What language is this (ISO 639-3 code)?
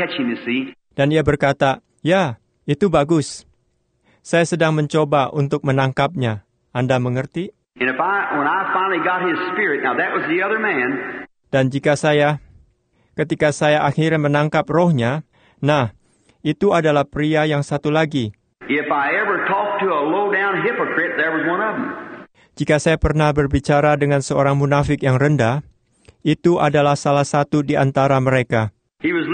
ind